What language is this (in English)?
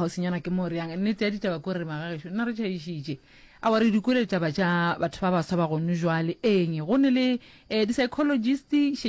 Northern Sotho